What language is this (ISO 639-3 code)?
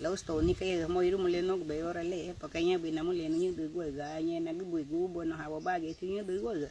cab